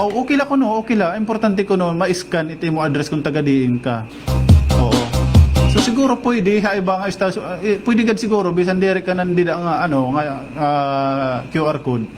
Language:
Waray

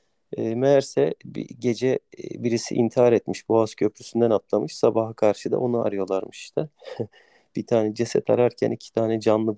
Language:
Turkish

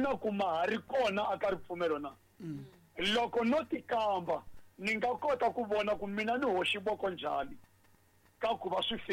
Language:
Tsonga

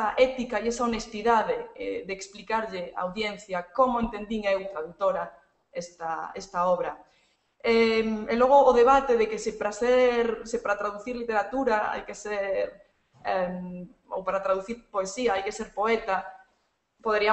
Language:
Galician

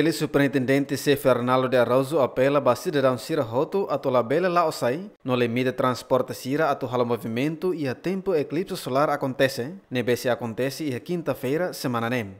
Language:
Tetum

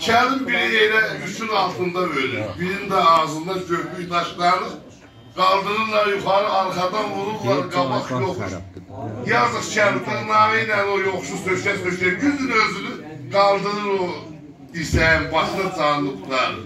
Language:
South Azerbaijani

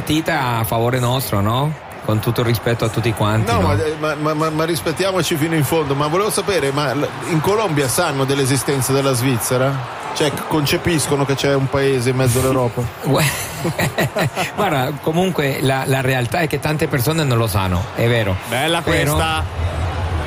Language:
Italian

